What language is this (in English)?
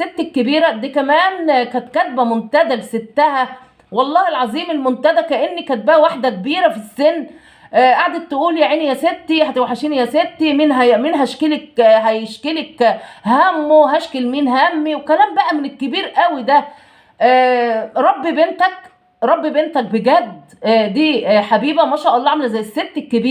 Egyptian Arabic